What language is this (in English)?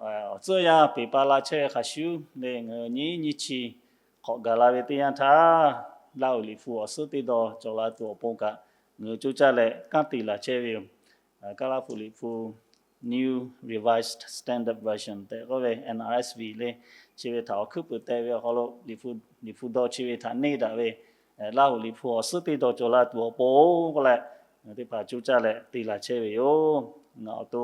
Lahu